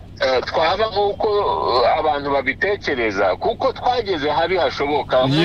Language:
Kinyarwanda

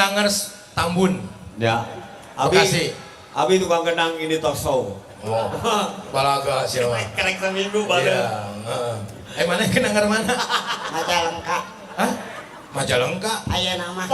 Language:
Sundanese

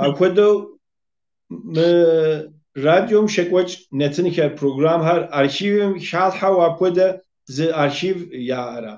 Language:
Kabardian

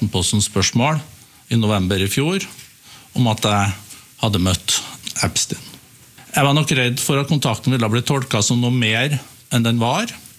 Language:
Norwegian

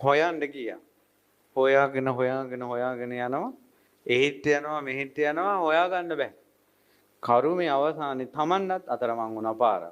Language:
Sinhala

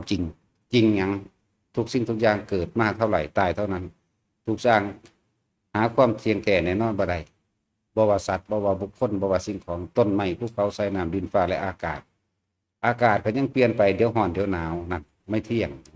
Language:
Lao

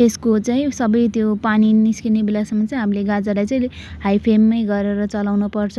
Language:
Nepali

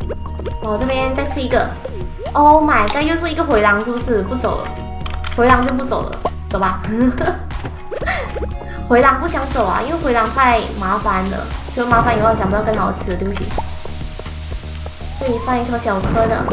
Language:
Chinese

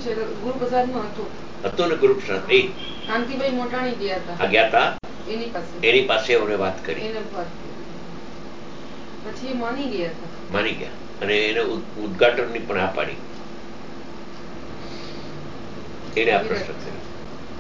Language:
Gujarati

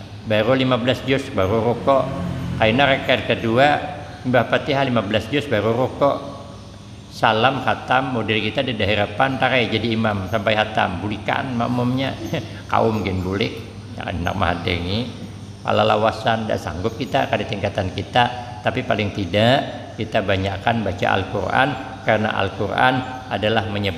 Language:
Banjar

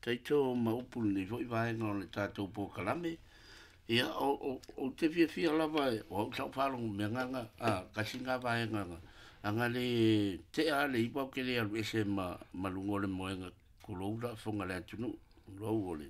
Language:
Samoan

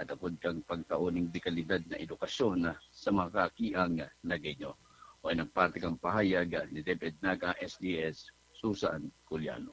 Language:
Bikol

